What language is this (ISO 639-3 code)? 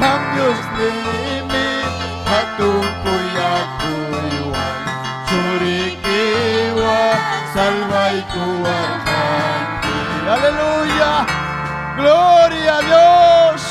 quy